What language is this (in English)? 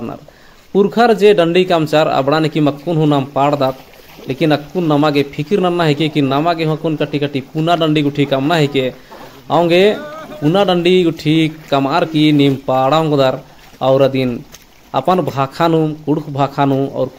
Kurukh